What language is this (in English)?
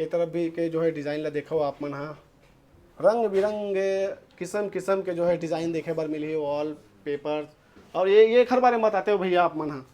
Chhattisgarhi